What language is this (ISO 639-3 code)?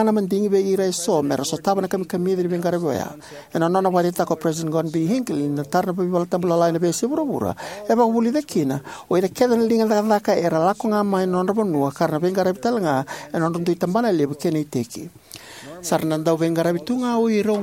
fij